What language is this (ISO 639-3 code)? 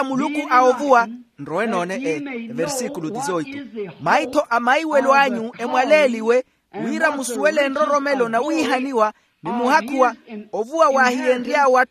vmw